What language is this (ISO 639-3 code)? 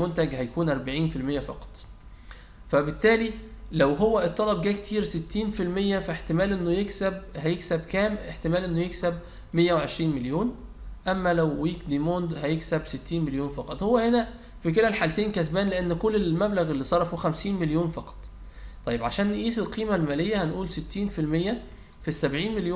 arz